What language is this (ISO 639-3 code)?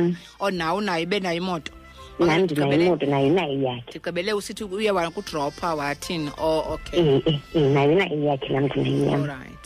xho